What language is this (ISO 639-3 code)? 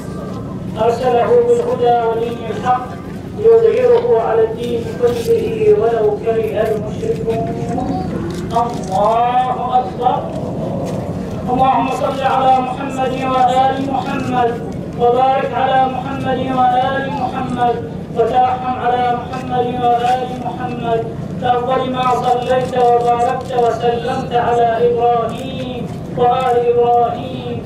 ara